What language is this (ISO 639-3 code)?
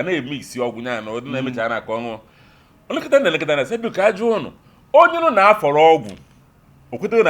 ibo